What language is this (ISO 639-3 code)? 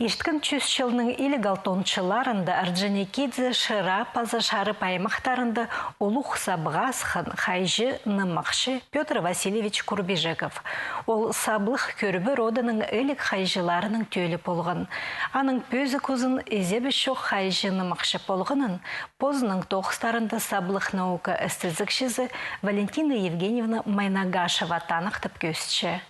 kjh